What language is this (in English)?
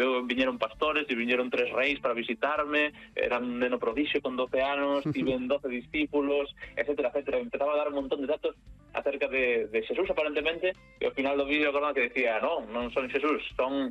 Galician